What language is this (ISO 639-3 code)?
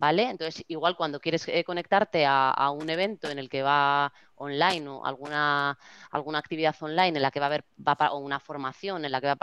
spa